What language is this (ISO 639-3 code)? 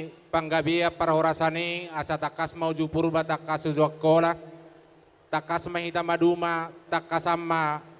bbc